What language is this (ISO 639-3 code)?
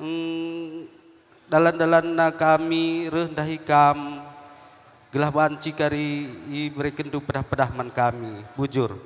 btx